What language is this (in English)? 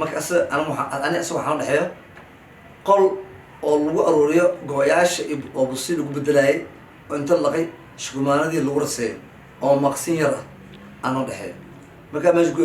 Somali